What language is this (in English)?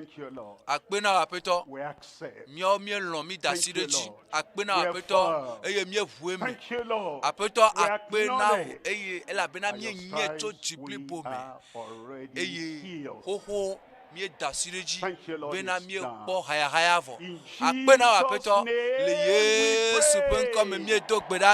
Ewe